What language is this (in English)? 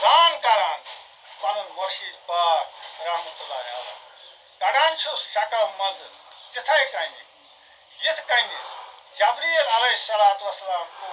Kashmiri